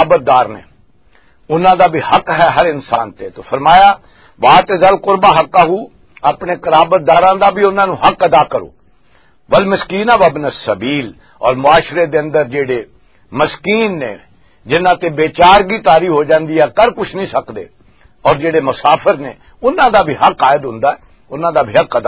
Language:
Western Panjabi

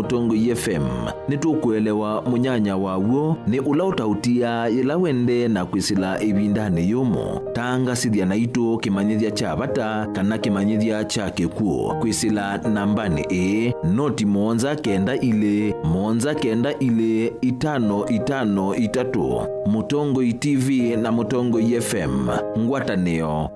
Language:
Kamba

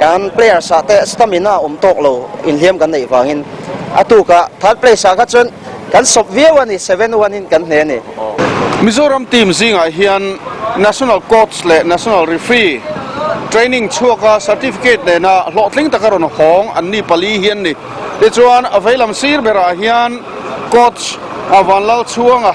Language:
Mizo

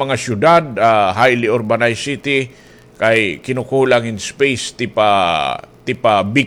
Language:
Waray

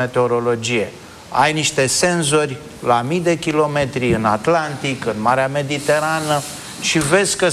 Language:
Romanian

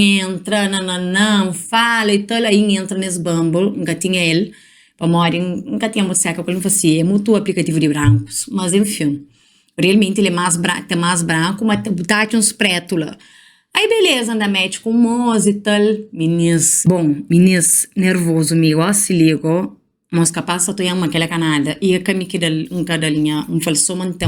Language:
Kabuverdianu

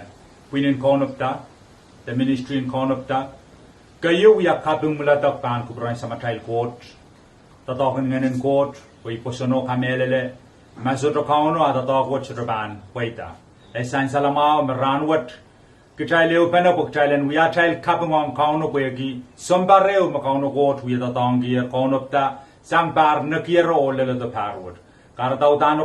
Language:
Pohnpeian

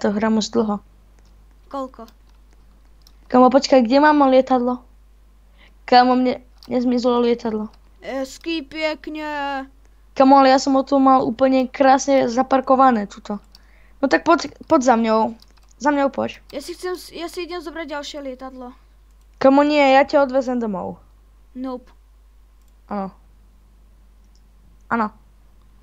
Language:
Slovak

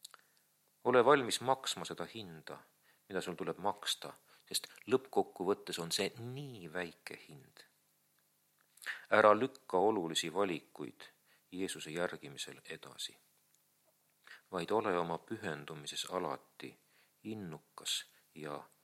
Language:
Estonian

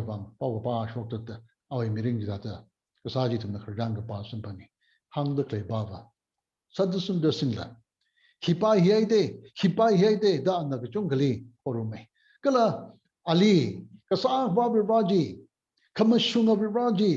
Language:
Tangkhul Naga (India)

